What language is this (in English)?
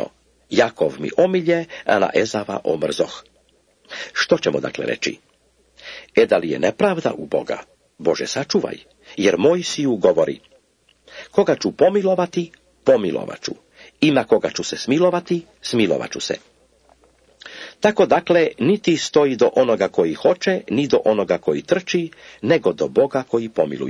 Croatian